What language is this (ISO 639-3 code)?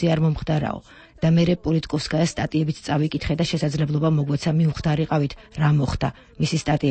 kat